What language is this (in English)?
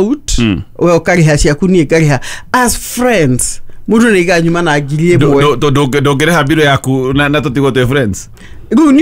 Kikuyu